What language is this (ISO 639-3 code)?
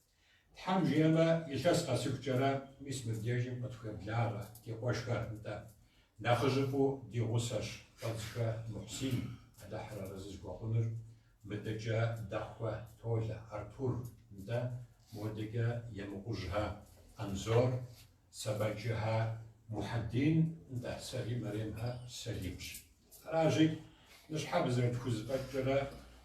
kbd